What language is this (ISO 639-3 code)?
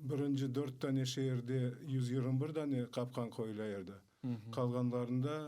crh